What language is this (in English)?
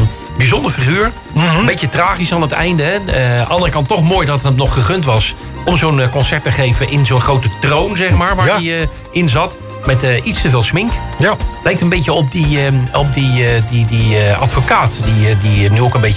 Dutch